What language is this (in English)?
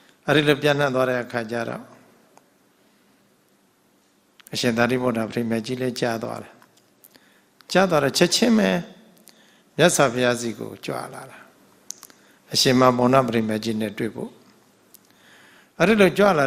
Burmese